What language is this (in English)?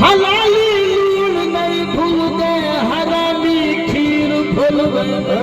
Saraiki